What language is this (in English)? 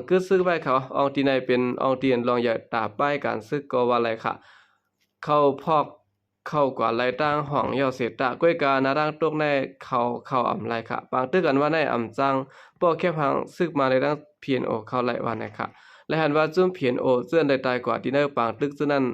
Shan